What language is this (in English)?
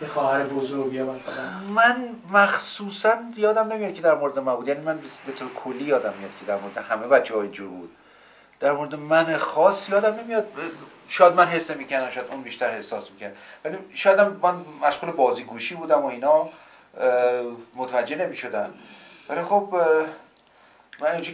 Persian